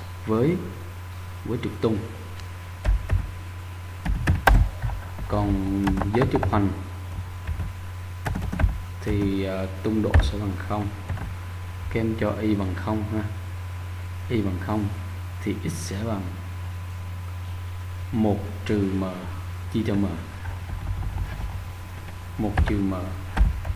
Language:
Vietnamese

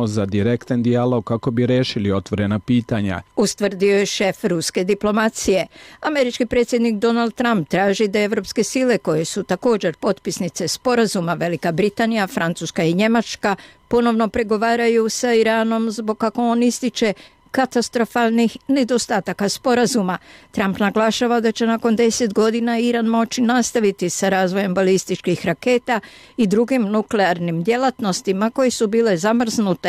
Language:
Bosnian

